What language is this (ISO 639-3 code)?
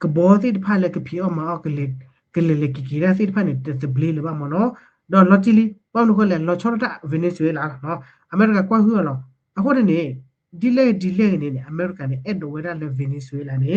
ksw